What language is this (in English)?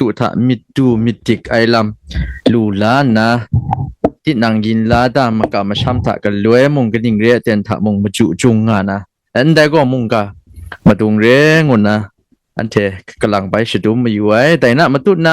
Kachin